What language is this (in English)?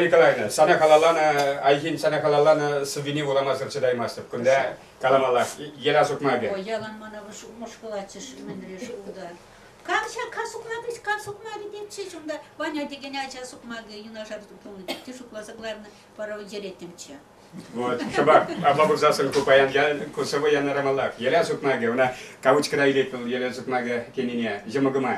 Chuvash